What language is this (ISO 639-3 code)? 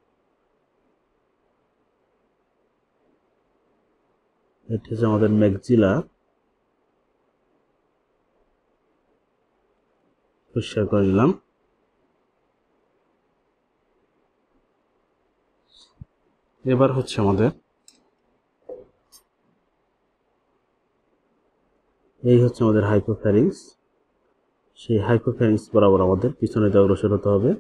ben